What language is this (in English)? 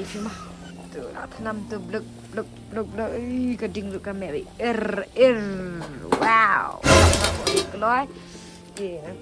Khasi